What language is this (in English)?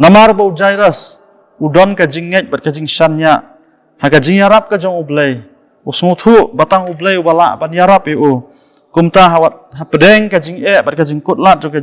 Khasi